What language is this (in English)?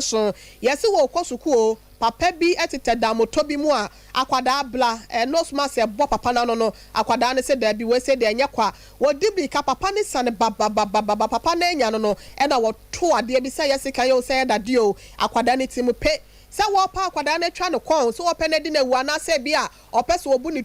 Akan